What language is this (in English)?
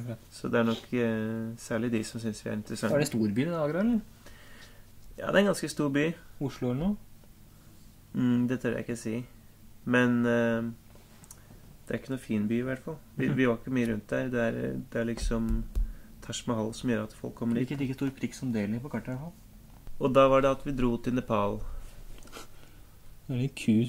Norwegian